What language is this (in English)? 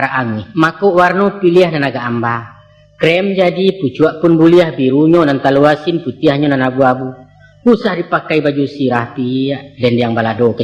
Minangkabau